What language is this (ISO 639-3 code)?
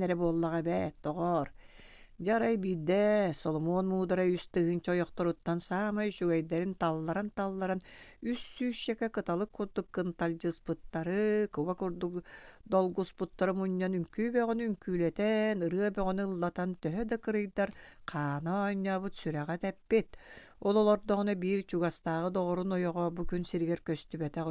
sah